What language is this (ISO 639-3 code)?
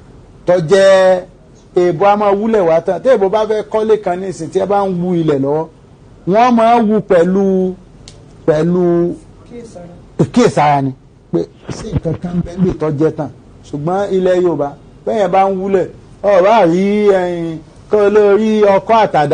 yor